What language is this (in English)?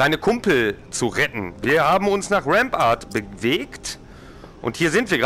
German